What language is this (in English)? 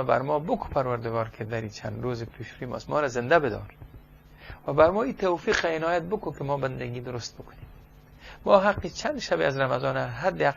Persian